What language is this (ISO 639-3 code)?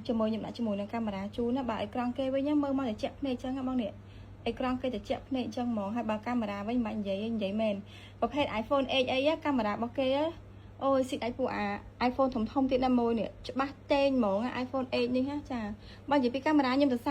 khm